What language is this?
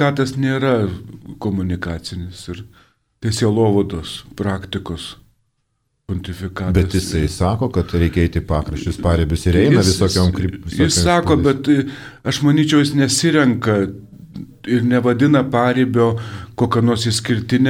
Lithuanian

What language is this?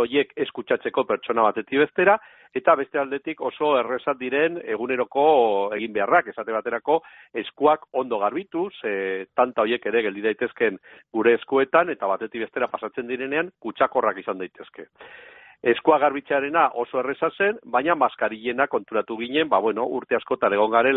Basque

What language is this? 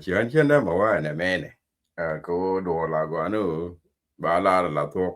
Nuer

